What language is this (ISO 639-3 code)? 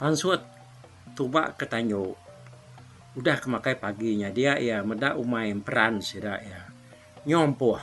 iba